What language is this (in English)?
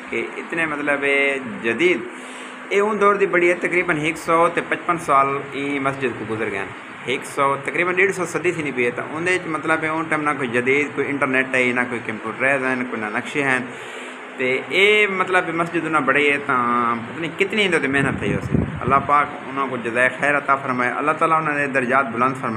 Saraiki